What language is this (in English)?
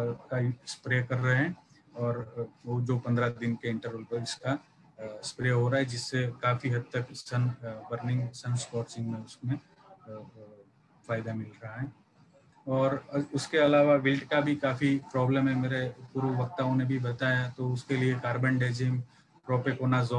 Hindi